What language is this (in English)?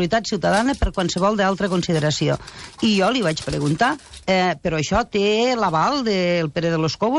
Catalan